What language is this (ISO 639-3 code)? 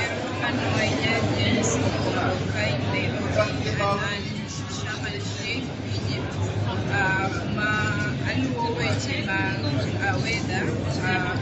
luo